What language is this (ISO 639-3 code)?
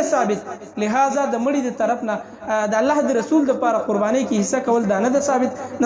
pus